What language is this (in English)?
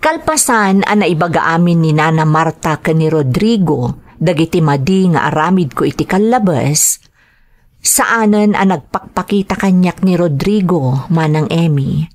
Iloko